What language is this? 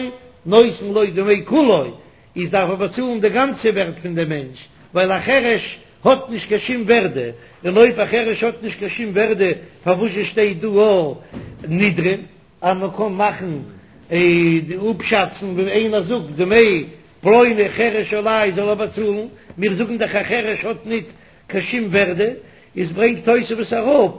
Yiddish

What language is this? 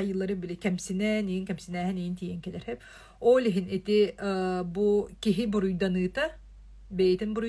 Yakut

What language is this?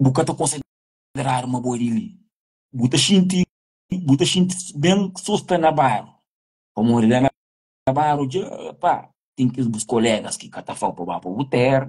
Kabuverdianu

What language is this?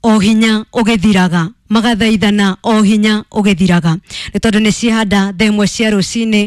Kikuyu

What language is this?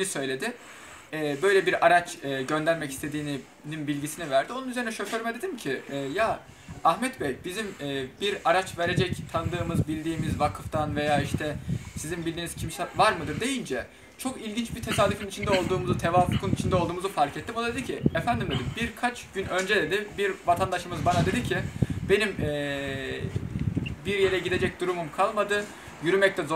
Turkish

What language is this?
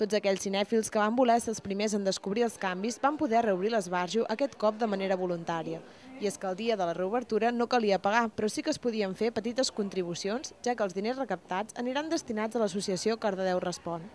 Catalan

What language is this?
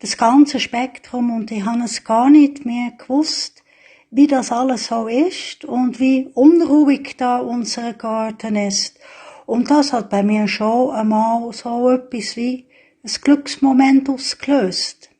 Swiss German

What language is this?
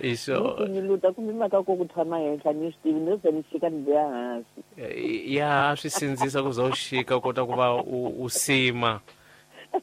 Tsonga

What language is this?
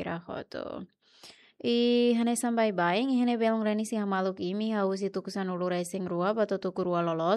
Tetum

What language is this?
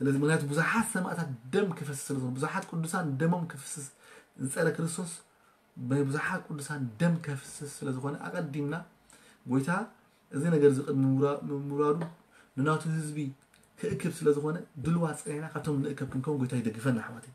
Tigrinya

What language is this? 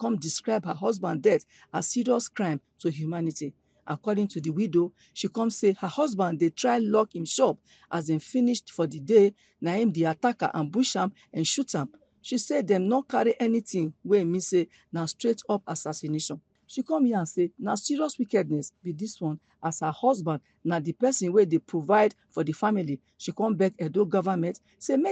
Nigerian Pidgin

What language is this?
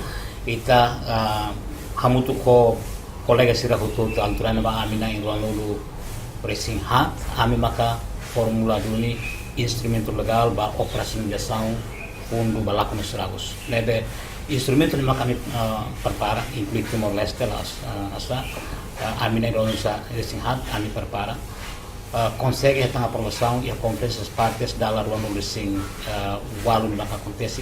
Tetum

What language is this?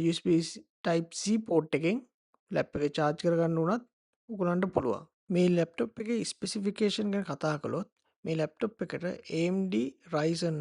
Sinhala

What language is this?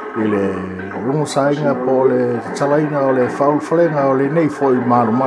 Samoan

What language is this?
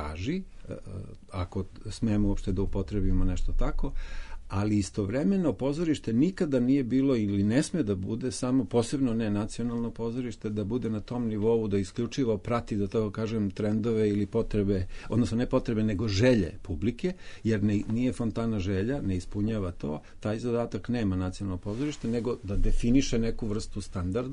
Serbian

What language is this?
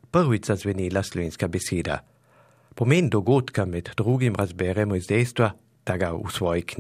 Slovenian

